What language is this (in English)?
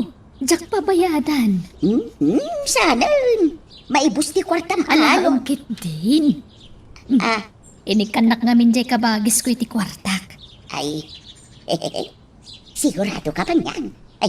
Iloko